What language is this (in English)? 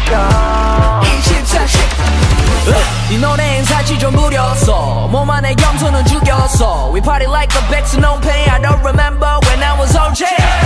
Korean